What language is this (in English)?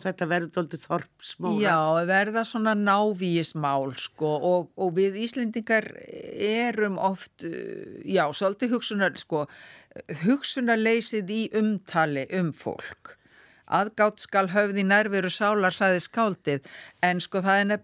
Icelandic